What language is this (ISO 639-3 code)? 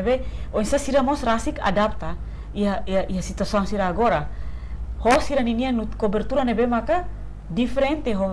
tet